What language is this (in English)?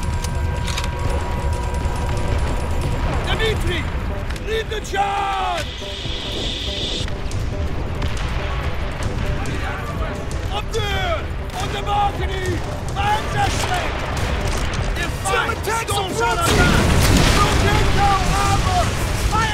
English